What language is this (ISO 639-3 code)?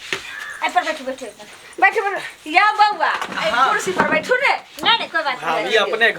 mai